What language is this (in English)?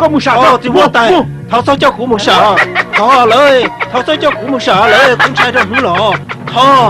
Hmong